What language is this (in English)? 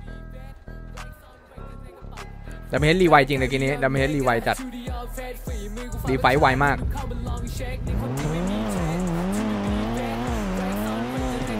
Thai